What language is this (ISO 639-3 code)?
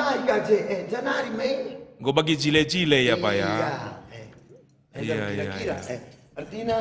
btx